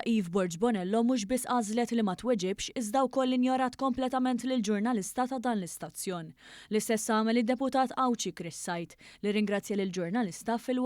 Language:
Maltese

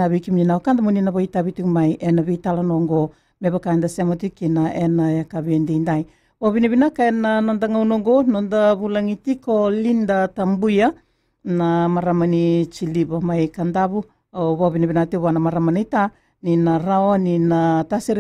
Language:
Fijian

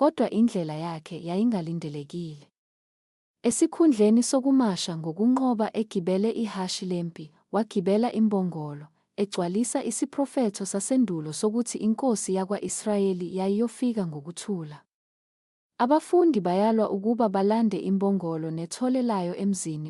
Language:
Zulu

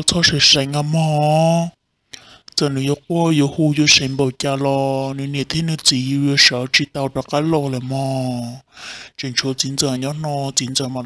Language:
Hmong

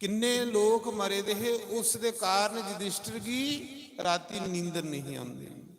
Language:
Dogri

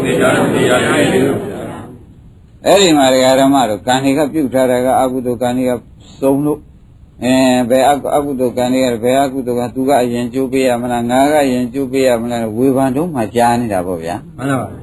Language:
Burmese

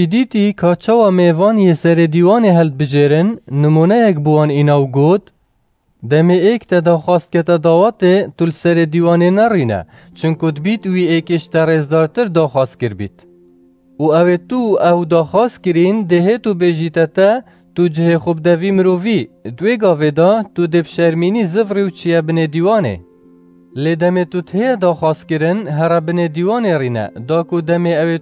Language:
Kurdish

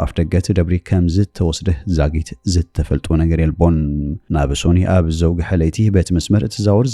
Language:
Tigrinya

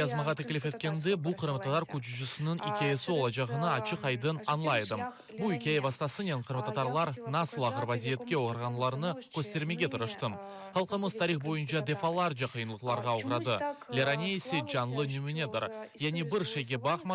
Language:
Crimean Tatar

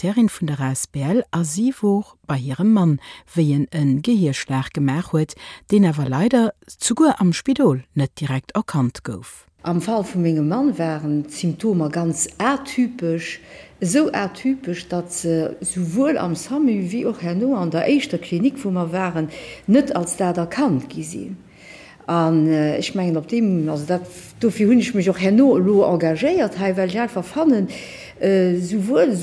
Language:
Luxembourgish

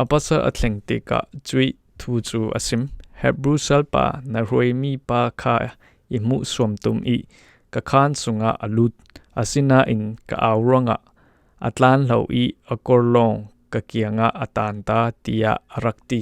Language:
Falam Chin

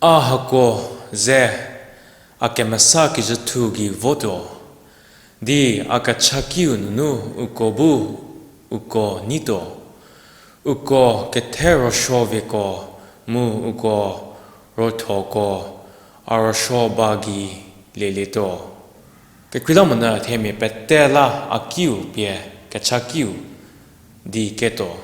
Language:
Angami Naga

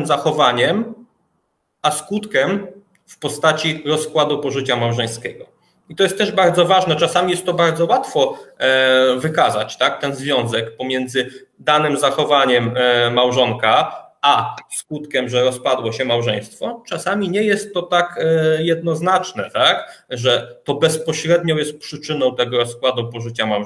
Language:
Polish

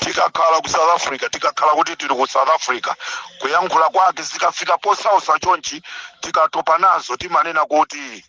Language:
Nyanja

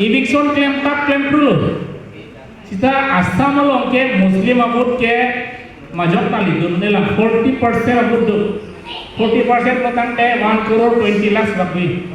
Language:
Karbi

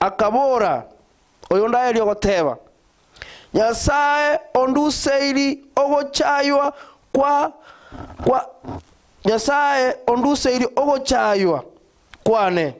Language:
Gusii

